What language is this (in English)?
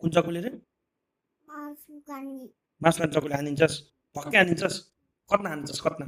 Nepali